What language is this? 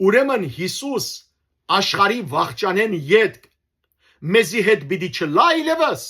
Western Armenian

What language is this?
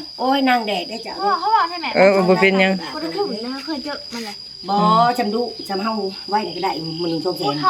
Northeastern Thai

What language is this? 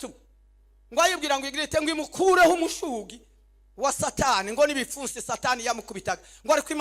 Kinyarwanda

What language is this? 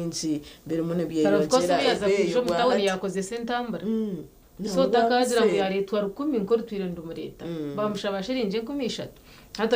Nyankole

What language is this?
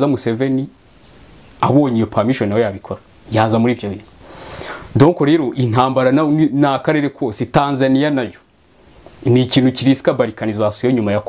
Kinyarwanda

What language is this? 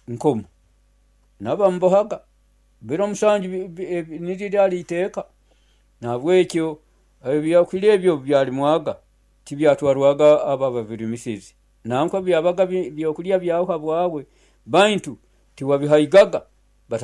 Nyoro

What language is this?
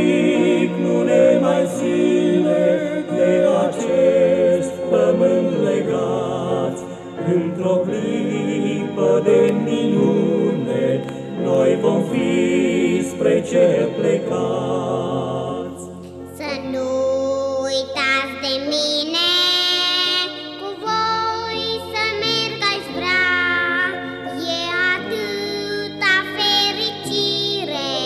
Romanian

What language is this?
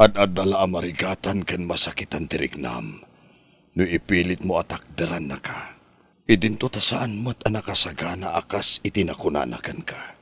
Iloko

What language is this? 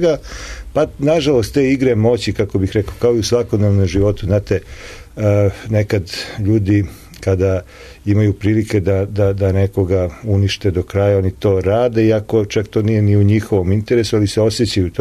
Serbian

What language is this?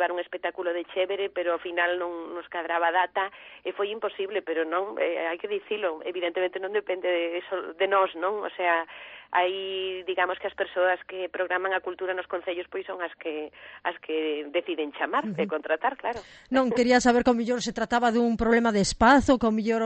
Galician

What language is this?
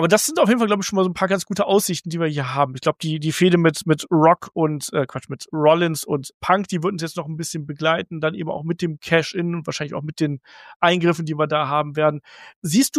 German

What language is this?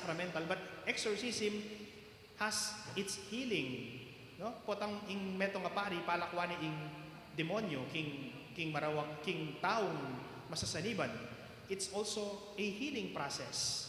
Pampanga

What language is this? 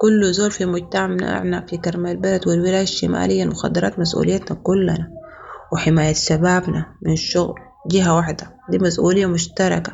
Sudanese Arabic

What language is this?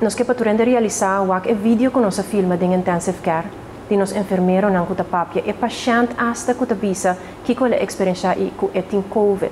Papiamento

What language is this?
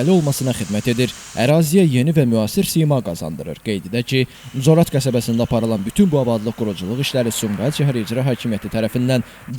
Azerbaijani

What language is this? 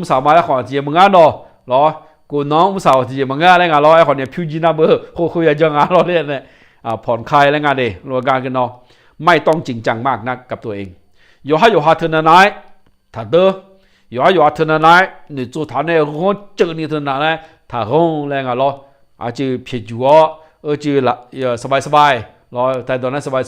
Akha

